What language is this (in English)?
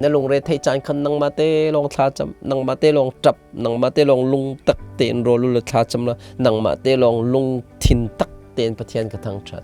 Hakha Chin